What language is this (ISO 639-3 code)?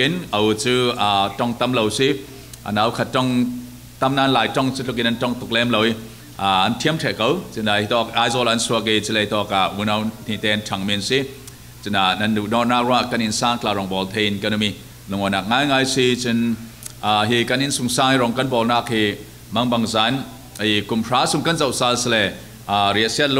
cfm